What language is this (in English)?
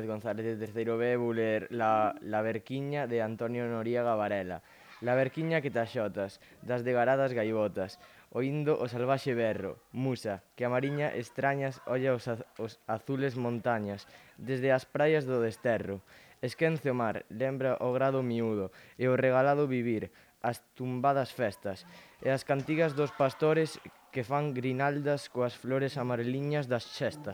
Galician